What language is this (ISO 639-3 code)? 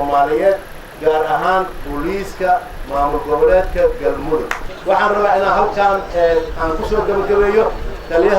som